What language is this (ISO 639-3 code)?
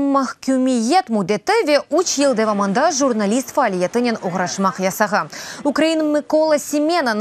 crh